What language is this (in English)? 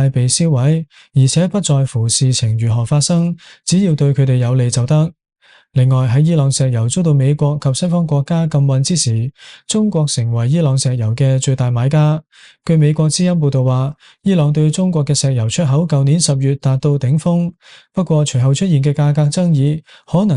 Cantonese